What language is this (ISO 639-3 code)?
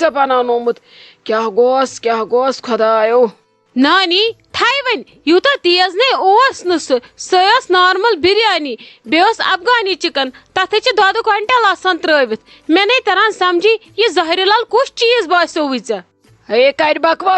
kas